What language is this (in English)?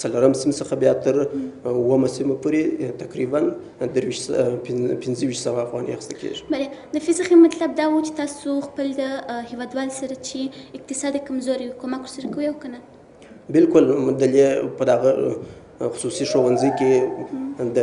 Pashto